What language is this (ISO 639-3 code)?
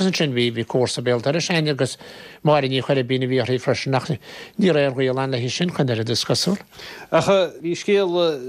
gle